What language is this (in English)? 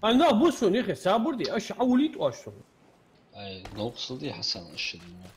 Ingush